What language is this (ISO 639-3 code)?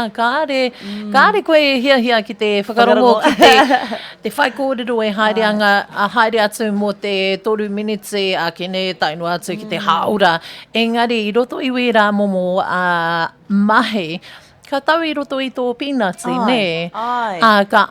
mri